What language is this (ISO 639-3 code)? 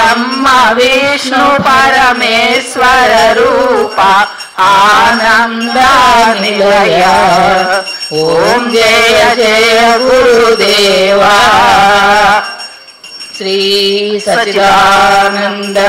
tel